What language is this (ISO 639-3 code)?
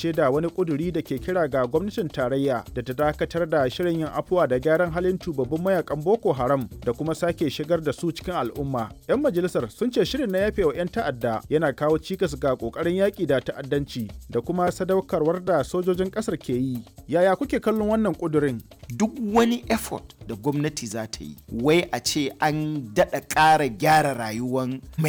hau